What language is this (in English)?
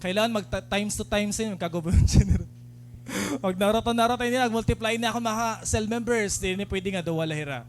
Waray